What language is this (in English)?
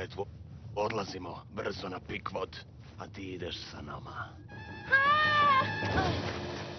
Serbian